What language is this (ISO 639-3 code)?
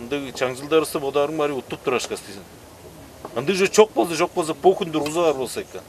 tyv